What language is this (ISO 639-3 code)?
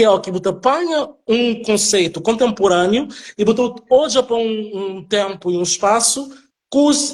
kea